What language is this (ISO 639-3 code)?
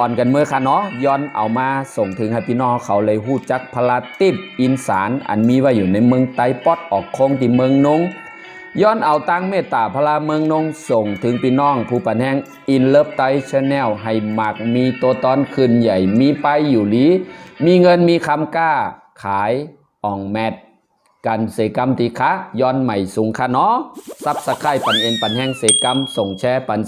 shn